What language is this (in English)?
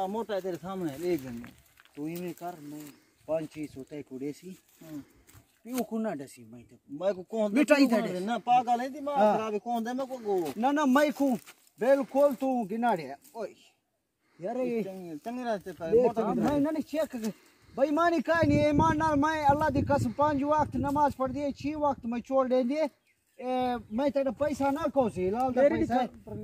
Saraiki